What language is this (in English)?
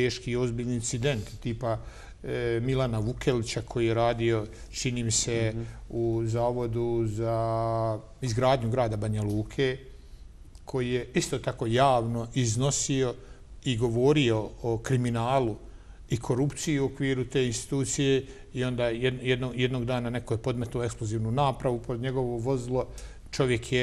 Bosnian